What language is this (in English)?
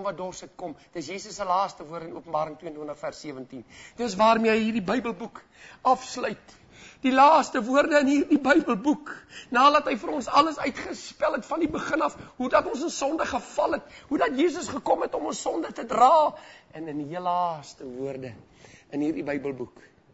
Afrikaans